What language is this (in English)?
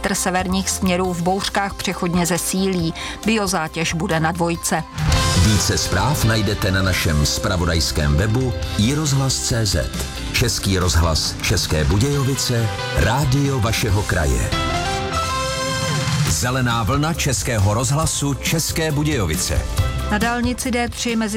Czech